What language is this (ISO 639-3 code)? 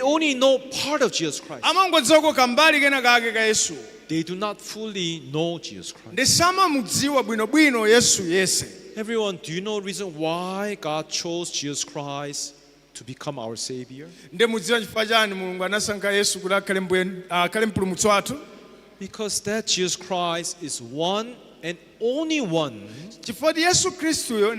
nya